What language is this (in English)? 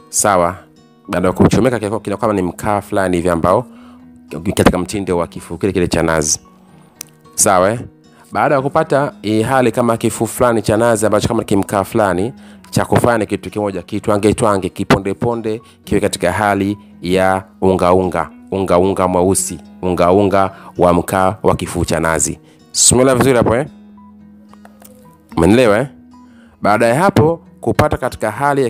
Swahili